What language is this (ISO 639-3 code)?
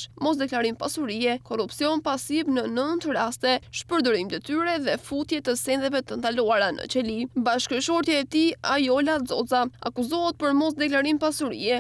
sqi